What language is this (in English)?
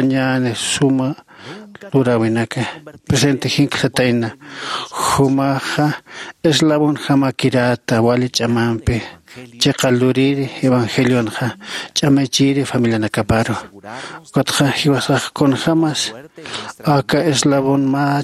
Aymara